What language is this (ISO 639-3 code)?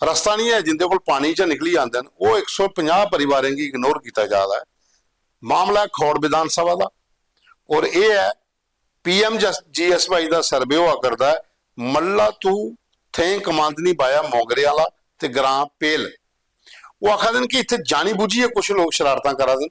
doi